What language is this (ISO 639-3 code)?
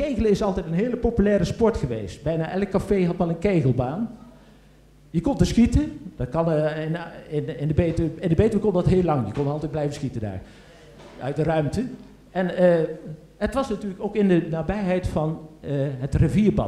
nld